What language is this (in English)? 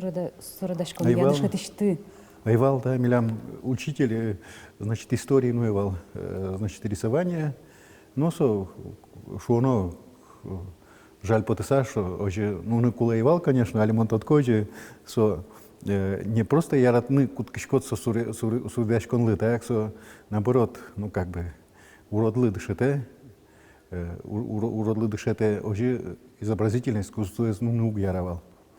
Udmurt